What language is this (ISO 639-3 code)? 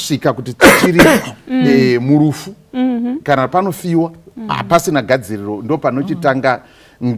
sna